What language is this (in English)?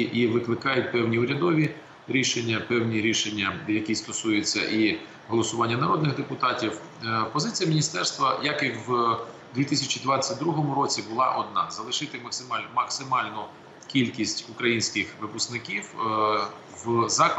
Ukrainian